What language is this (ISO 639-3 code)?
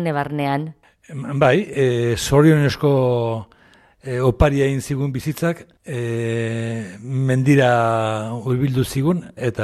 eus